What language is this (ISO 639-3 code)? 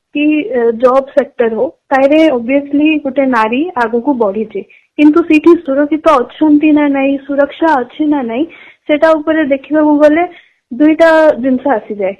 ori